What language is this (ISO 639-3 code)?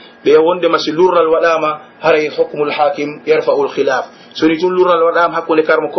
fuf